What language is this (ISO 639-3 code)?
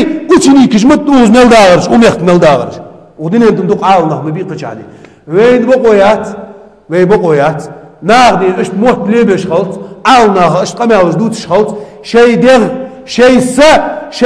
inh